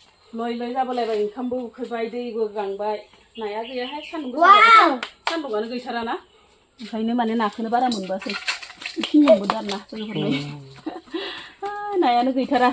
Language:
Bodo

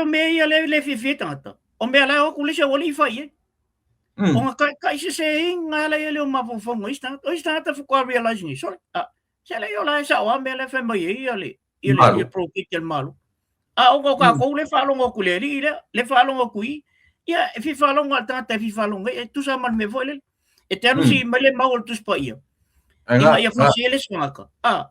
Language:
Samoan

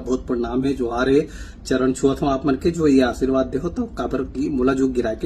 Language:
Chhattisgarhi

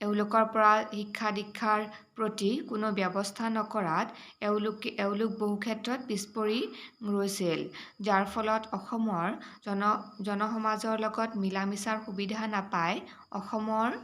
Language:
Assamese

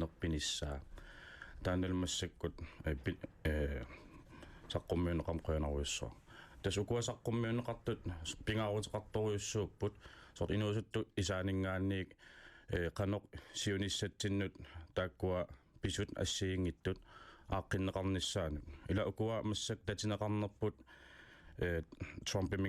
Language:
Kalaallisut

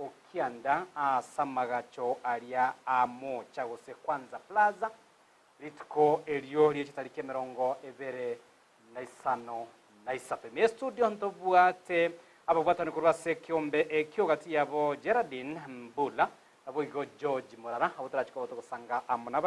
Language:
Gusii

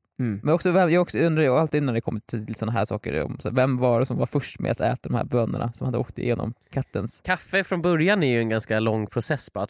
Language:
Swedish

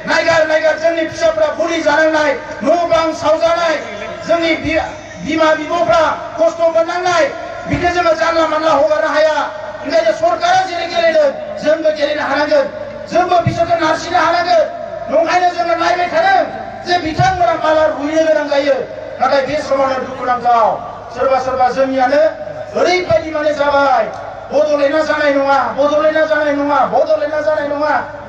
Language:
Bodo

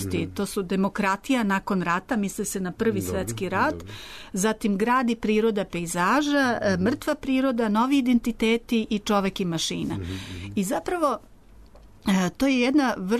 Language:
Serbian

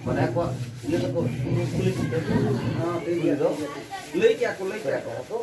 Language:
Santali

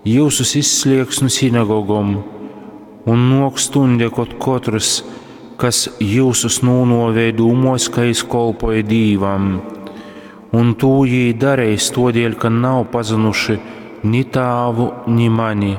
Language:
Latgalian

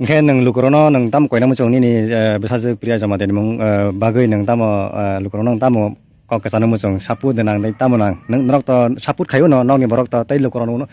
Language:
Kok Borok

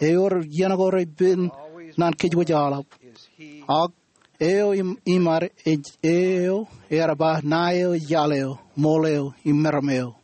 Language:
Marshallese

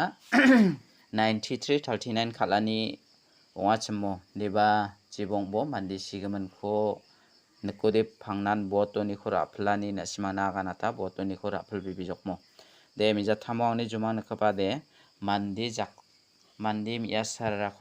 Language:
Garo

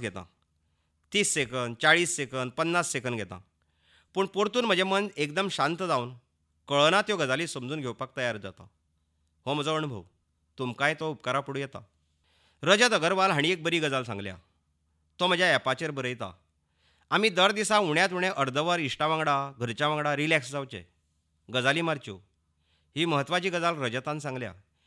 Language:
Konkani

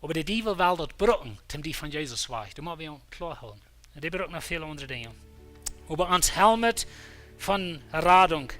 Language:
Plautdietsch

